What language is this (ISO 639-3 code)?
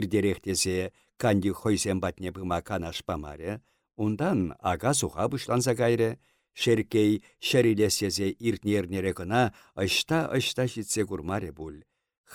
chv